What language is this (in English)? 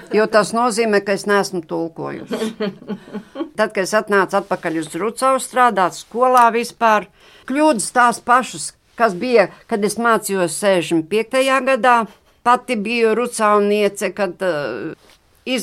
Latvian